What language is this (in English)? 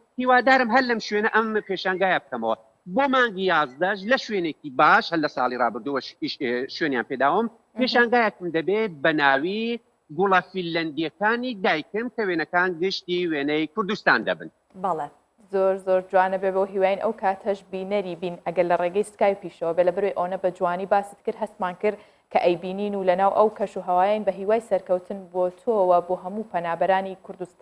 Central Kurdish